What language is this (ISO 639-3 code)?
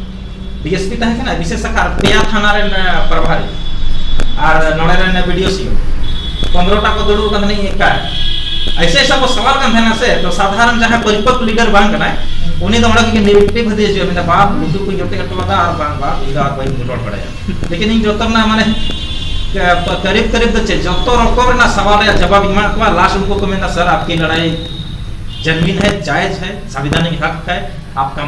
sat